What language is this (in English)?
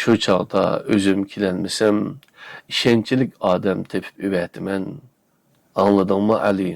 Uyghur